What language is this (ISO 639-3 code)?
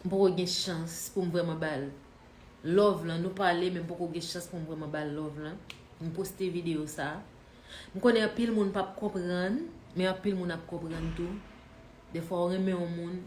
hat